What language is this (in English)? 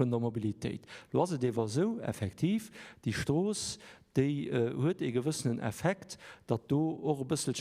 Luxembourgish